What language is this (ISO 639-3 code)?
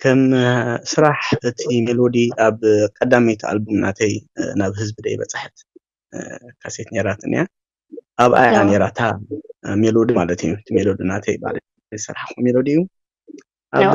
tir